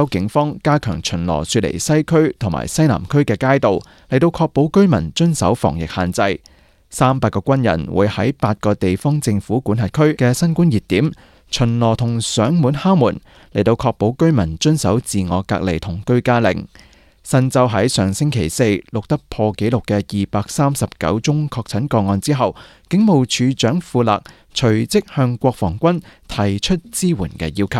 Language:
Cantonese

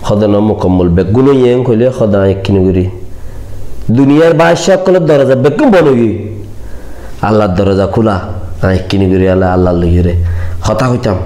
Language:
Rohingya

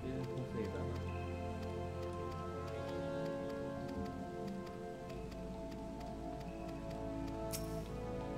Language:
English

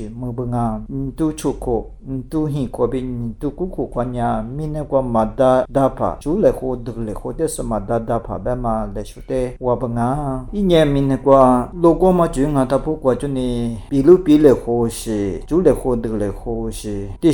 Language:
Lisu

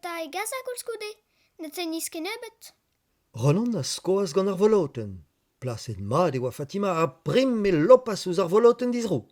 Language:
Breton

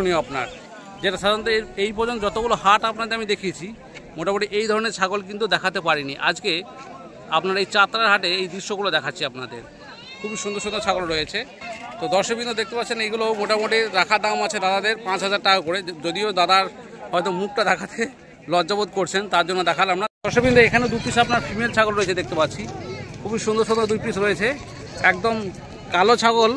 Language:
Bangla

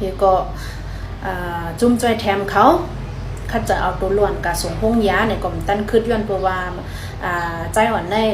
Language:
Shan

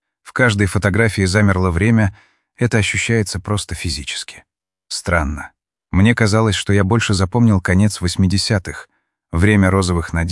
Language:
Russian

